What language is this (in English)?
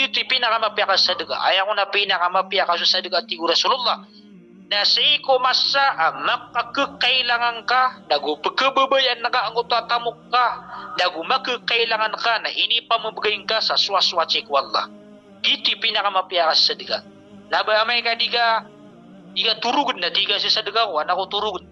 Maranao